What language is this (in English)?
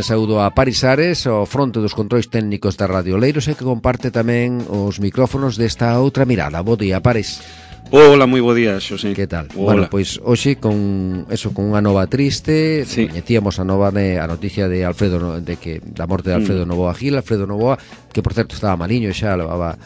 Galician